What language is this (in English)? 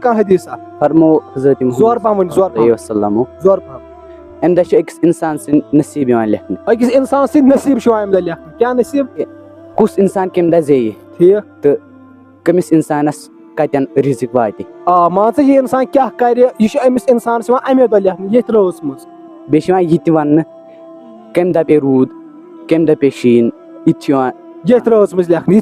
Kashmiri